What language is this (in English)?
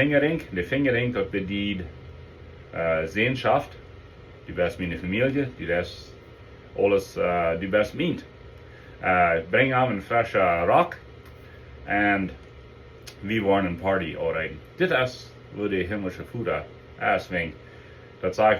Plautdietsch